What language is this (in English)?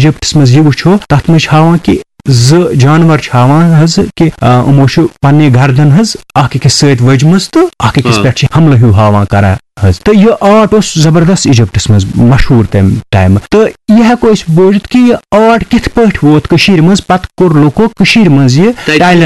Kashmiri